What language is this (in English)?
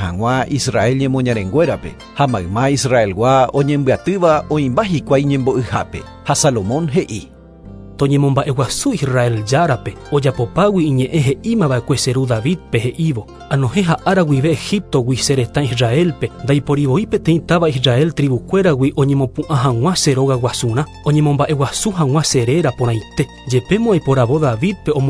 Guarani